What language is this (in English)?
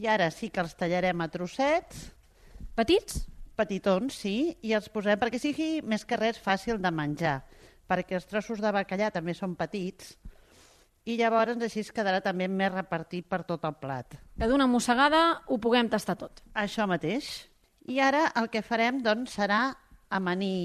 Catalan